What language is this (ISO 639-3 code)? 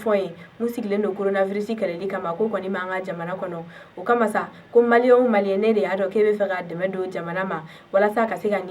bam